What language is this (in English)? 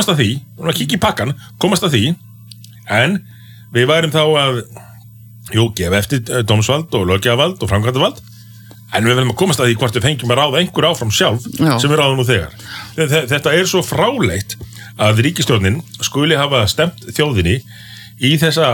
Icelandic